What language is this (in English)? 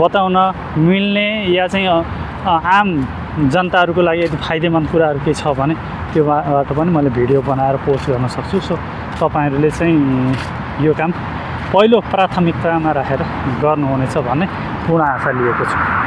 Nepali